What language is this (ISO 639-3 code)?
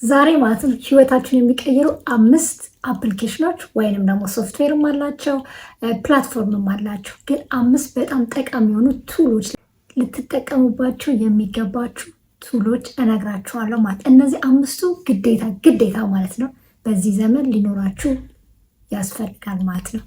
amh